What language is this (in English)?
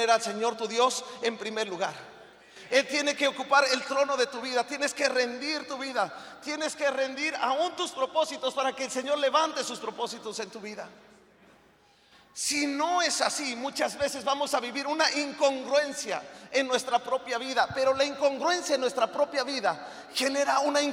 Spanish